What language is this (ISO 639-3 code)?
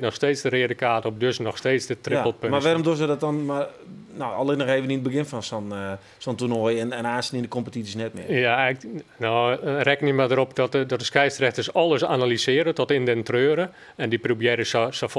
fry